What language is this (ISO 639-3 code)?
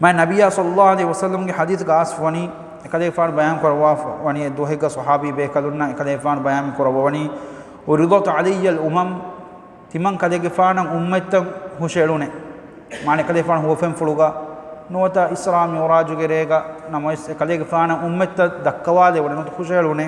div